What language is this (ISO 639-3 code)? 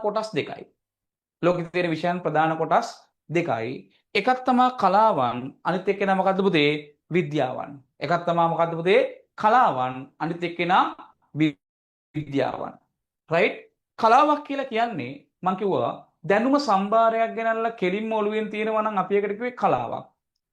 sin